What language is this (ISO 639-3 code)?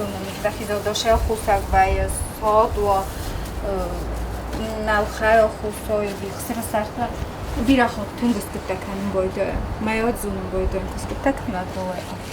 oss